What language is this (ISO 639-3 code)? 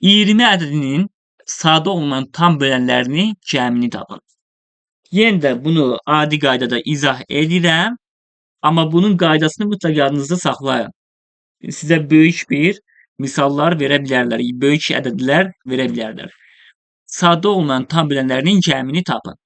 aze